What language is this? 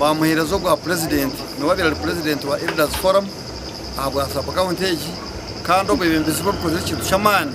Nyankole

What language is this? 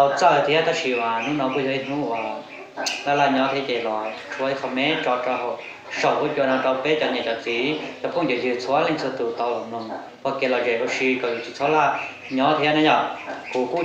Hmong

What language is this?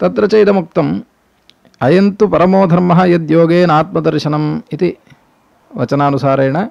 Sanskrit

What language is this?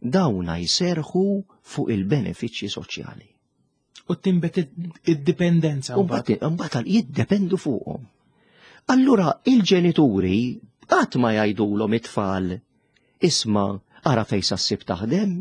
Maltese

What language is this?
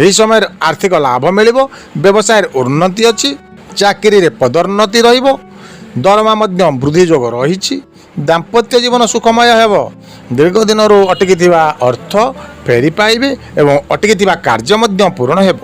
Odia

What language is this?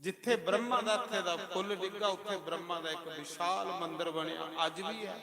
Dogri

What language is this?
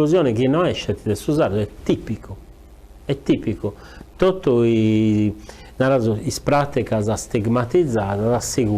Sardinian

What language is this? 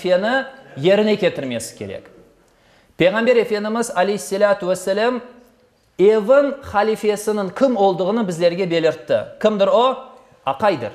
Crimean Tatar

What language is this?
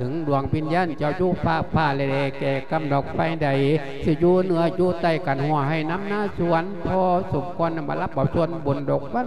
Lao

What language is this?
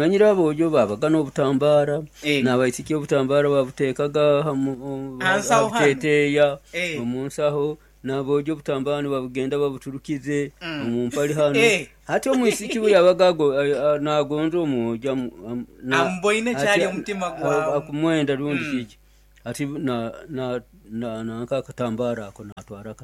Nyoro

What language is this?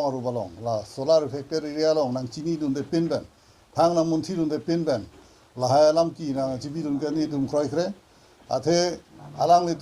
Karbi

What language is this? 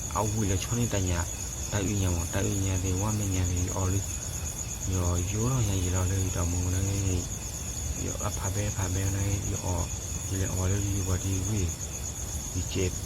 S'gaw Karen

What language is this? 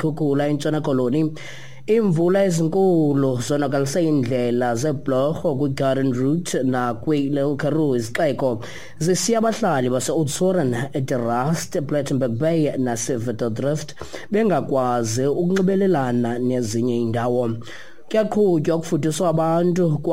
Xhosa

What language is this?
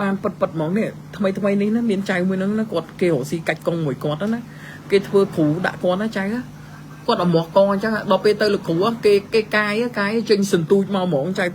Khmer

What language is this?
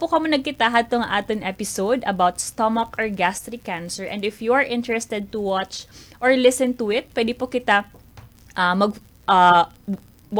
Waray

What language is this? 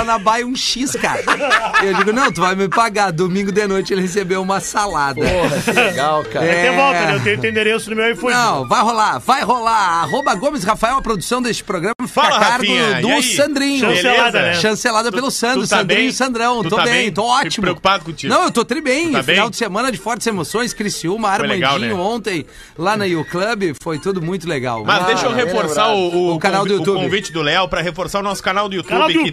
Portuguese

